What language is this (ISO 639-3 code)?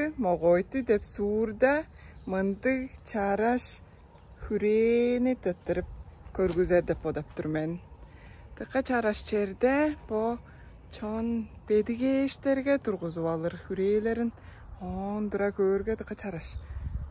tyv